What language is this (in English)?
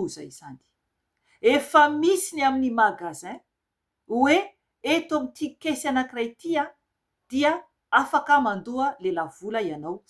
Malagasy